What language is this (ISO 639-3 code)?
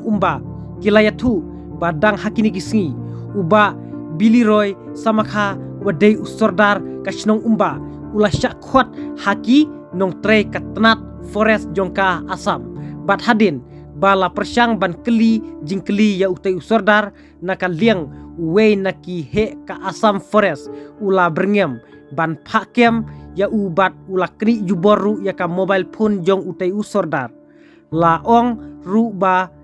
kha